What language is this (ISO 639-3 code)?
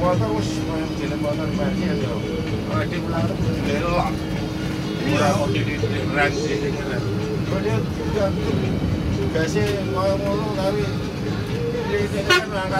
ind